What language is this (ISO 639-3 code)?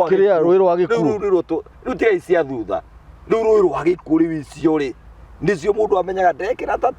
kik